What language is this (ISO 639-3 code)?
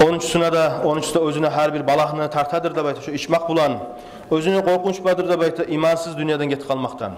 kum